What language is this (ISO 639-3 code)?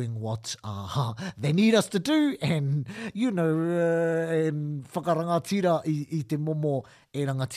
mri